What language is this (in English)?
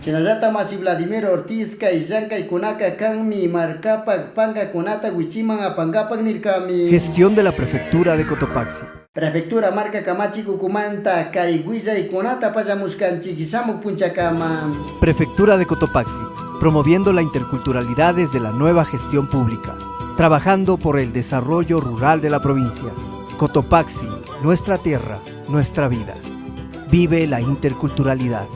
Chimborazo Highland Quichua